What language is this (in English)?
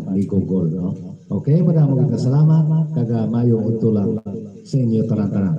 Hiligaynon